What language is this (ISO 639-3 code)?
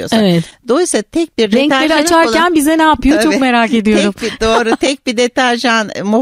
tur